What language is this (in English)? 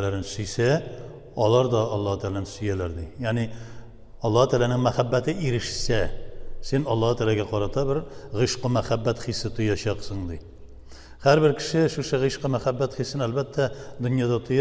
Tatar